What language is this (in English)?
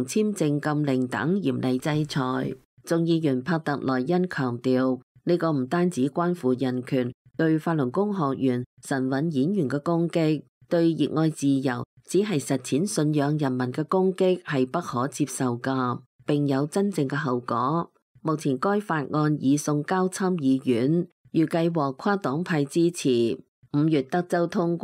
Cantonese